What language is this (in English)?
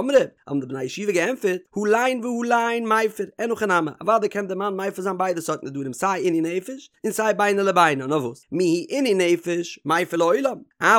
Yiddish